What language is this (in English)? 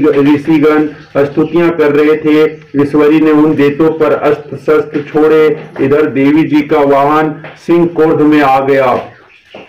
Hindi